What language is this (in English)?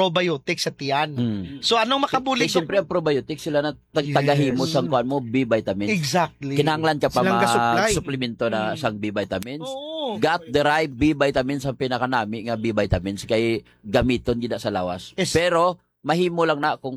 Hiligaynon